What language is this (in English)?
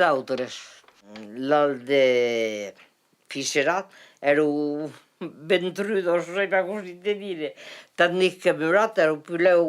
Occitan